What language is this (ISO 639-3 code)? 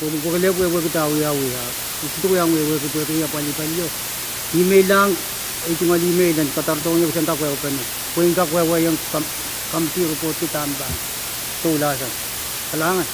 pon